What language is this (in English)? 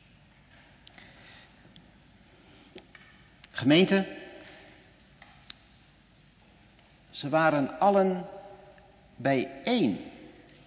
Dutch